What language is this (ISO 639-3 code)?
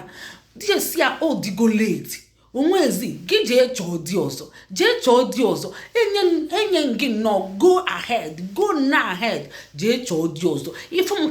ibo